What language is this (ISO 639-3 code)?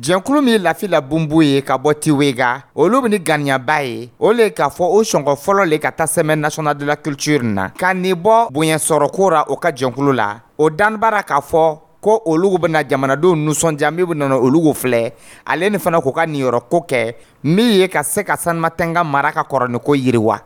dyu